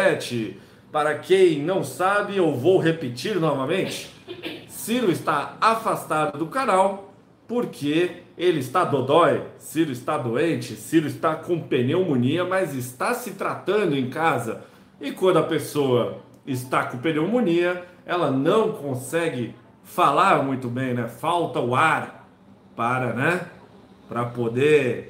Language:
Portuguese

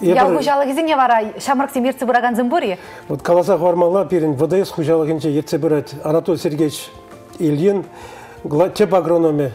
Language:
Chuvash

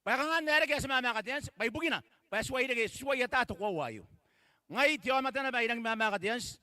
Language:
Gilbertese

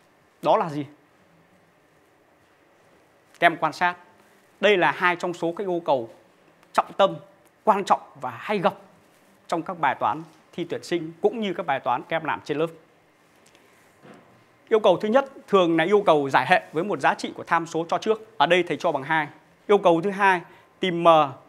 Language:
Vietnamese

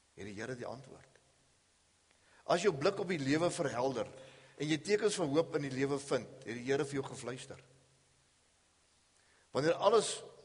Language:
Afrikaans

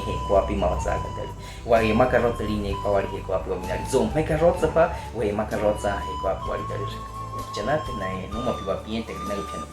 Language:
Baniwa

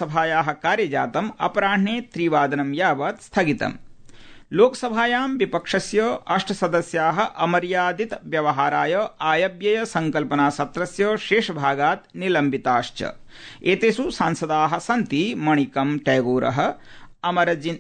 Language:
Sanskrit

